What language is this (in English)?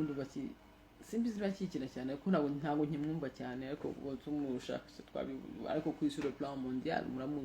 Kinyarwanda